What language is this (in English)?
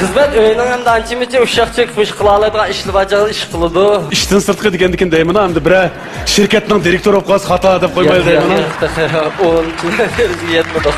Uyghur